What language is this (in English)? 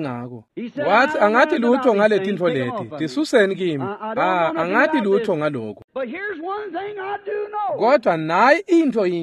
Swati